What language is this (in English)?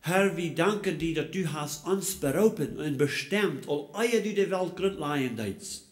Plautdietsch